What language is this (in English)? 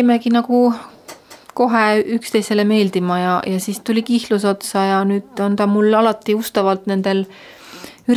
Estonian